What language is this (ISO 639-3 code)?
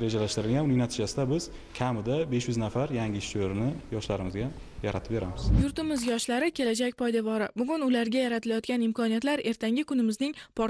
uzb